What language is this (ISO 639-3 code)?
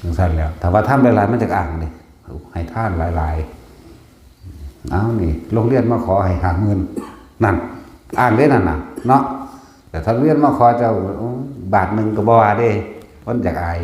tts